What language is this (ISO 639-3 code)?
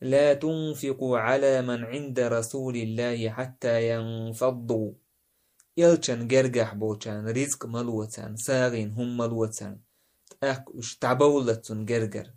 che